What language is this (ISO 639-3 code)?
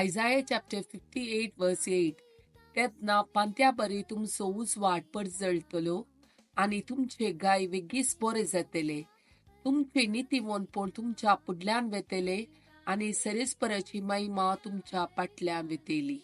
kok